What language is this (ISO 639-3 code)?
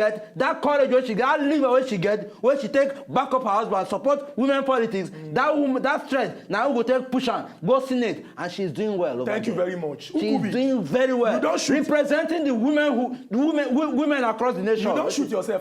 pcm